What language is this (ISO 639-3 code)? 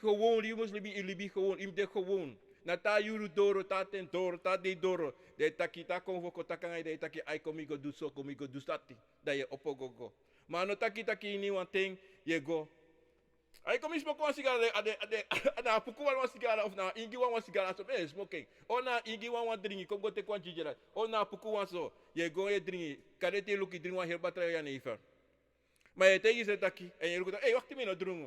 srn